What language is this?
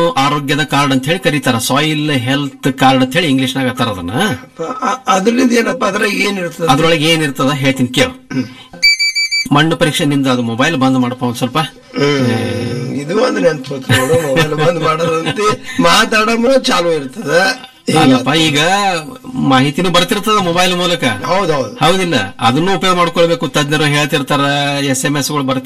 Kannada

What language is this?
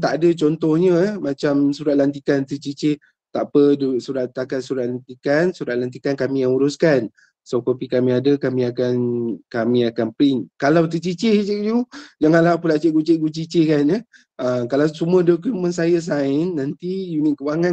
Malay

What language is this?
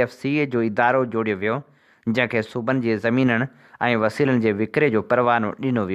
Sindhi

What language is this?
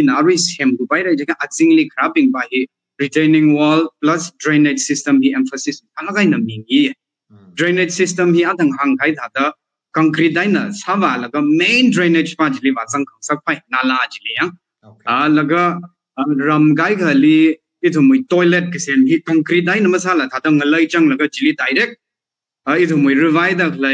Tangkhul Naga (India)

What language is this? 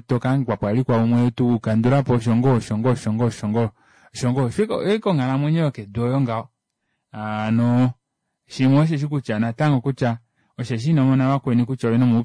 Kuanyama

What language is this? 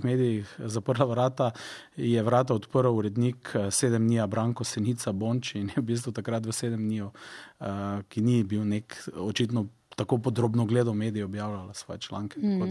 Slovenian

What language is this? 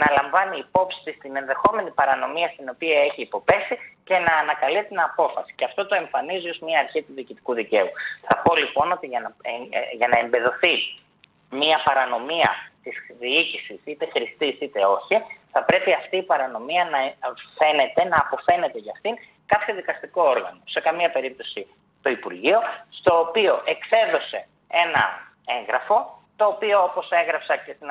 Greek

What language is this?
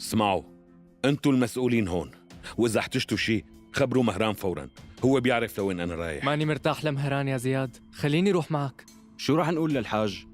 North Levantine Arabic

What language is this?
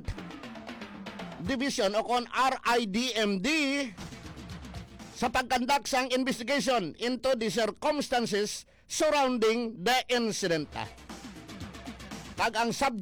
Hiligaynon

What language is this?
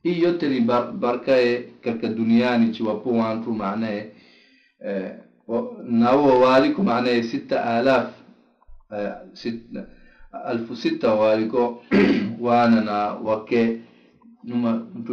Swahili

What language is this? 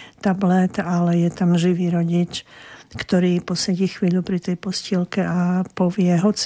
Slovak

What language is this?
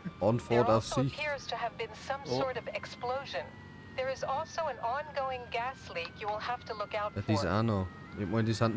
Bavarian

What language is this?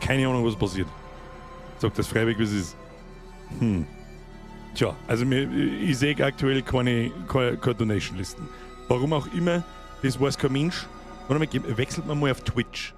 Bavarian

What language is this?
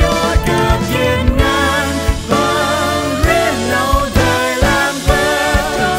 Central Mnong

